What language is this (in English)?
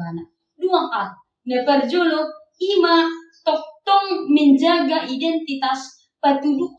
Batak Toba